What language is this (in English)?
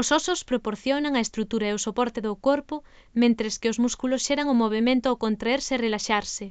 Galician